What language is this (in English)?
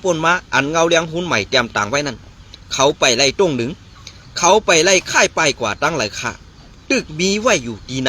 Shan